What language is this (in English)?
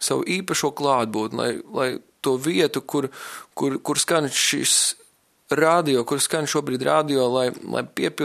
Latvian